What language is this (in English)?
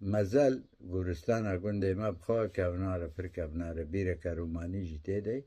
Kurdish